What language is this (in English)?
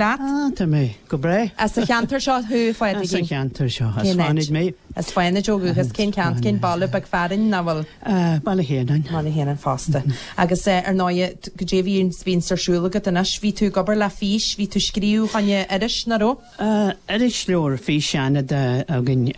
Irish